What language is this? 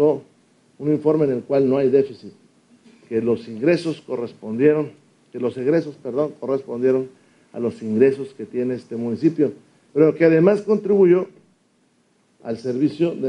Spanish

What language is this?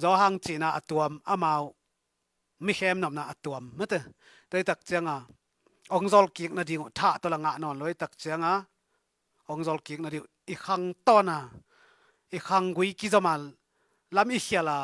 Tedim Chin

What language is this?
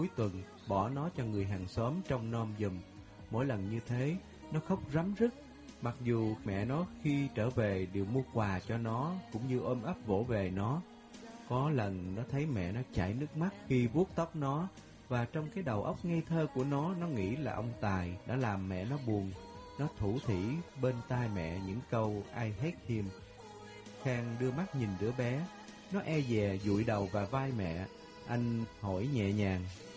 Vietnamese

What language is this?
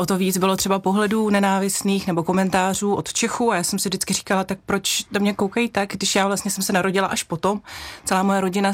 Czech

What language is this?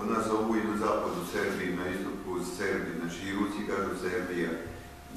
Serbian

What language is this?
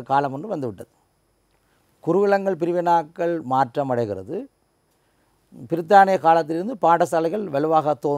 Tamil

